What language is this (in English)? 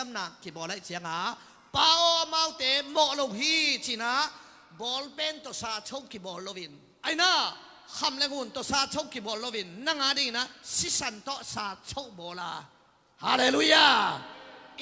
Tedim Chin